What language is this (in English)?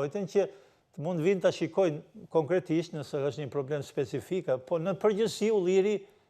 Albanian